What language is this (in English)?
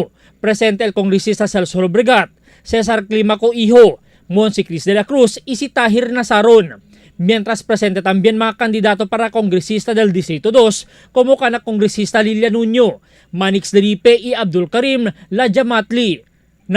Chavacano